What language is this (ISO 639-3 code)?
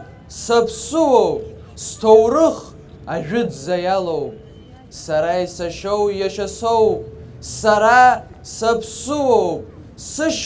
abk